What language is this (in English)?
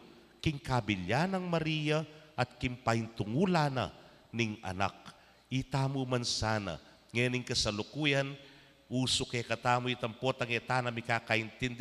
Pampanga